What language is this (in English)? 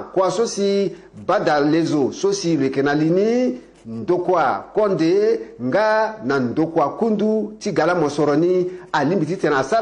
Sango